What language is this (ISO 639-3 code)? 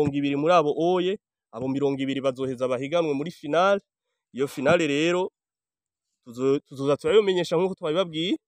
run